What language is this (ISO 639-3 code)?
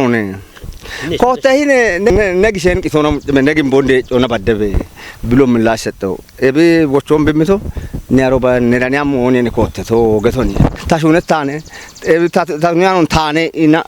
kbr